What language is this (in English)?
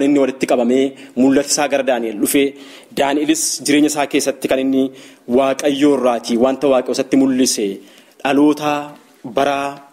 Oromo